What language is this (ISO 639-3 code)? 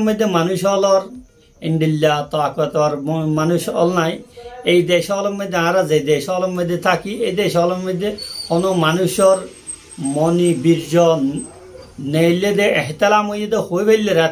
rhg